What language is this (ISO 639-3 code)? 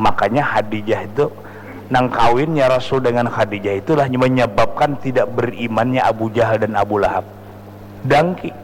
bjn